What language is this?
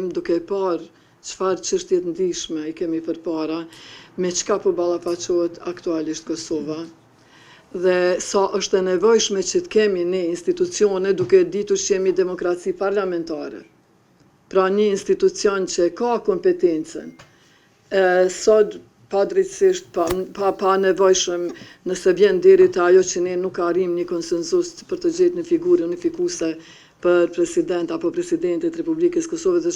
Albanian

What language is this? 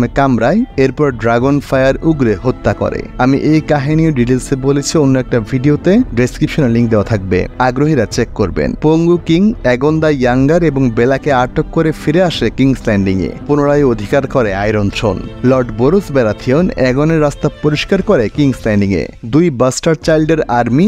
Bangla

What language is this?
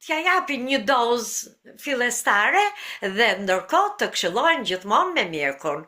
Albanian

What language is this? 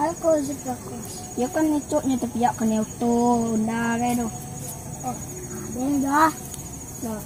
Minangkabau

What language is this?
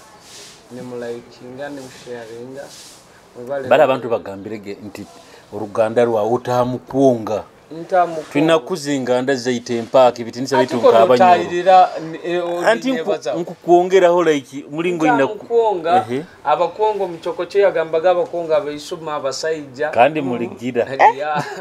Nyoro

